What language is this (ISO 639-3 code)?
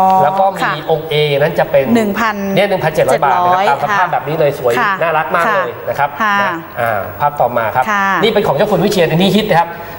tha